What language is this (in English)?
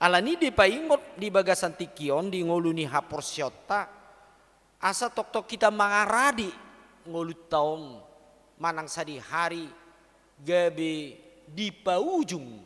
Batak Toba